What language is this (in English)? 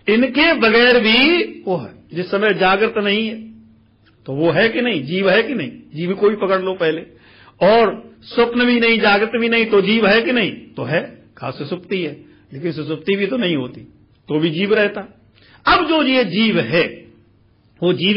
Hindi